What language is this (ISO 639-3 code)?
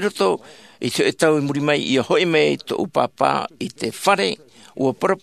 tah